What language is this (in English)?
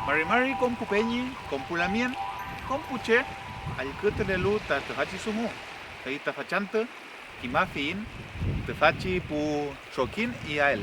Mapuche